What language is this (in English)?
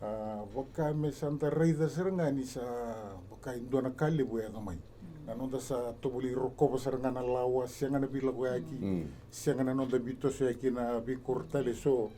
Fijian